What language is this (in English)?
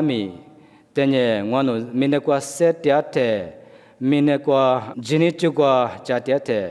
Lisu